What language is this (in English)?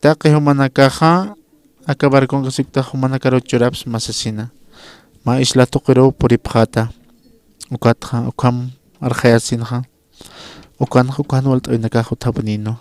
Aymara